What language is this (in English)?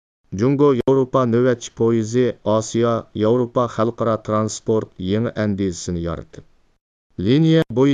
Uyghur